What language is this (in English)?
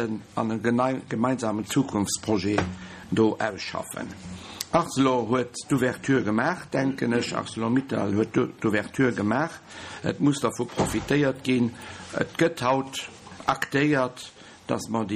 Luxembourgish